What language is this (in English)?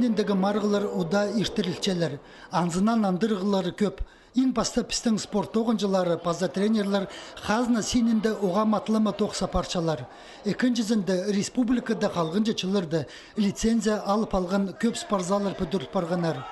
Khakas